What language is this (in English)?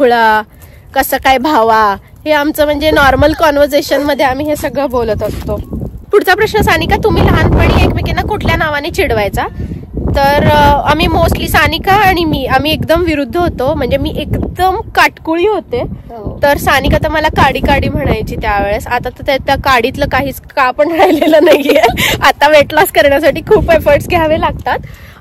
Marathi